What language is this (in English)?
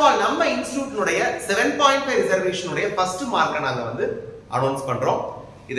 Tamil